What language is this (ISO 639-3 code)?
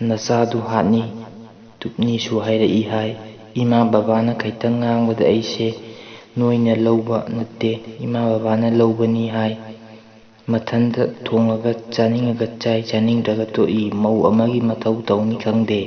mni